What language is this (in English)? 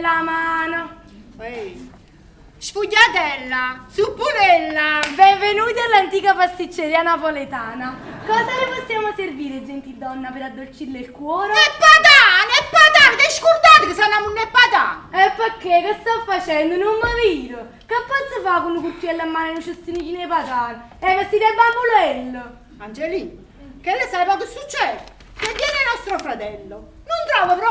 Neapolitan